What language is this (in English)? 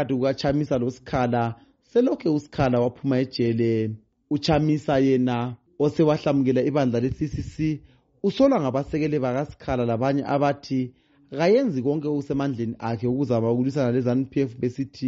North Ndebele